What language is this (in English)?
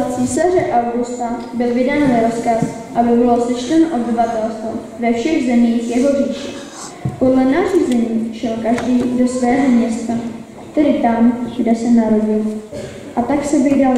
Czech